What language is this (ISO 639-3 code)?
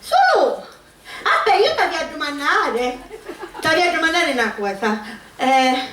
scn